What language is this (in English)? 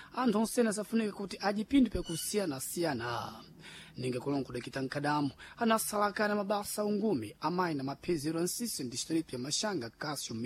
Sena